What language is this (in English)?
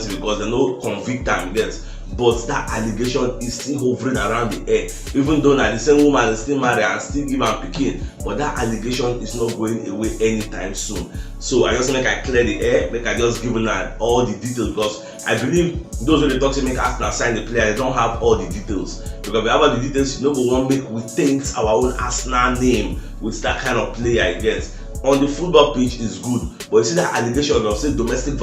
Nigerian Pidgin